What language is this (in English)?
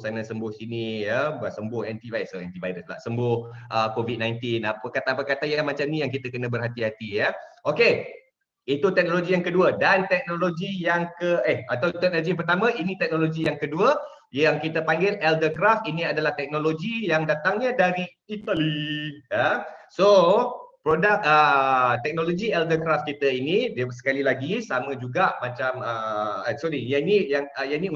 Malay